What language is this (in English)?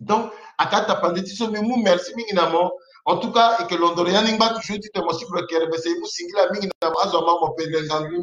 Sango